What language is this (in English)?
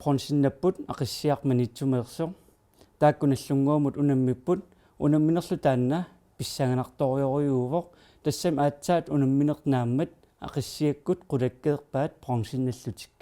Kalaallisut